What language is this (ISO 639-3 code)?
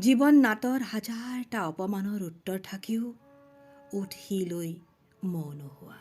asm